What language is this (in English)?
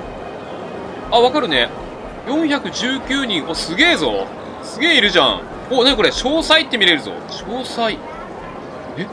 Japanese